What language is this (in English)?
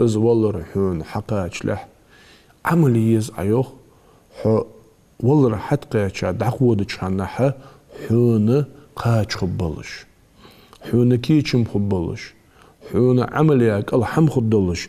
Ingush